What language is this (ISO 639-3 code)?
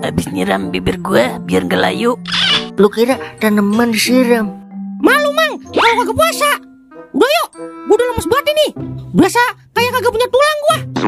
bew